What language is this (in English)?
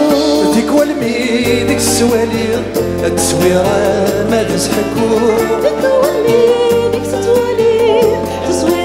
Kabyle